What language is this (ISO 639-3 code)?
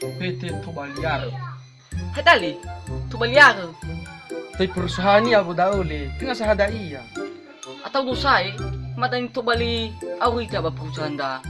nia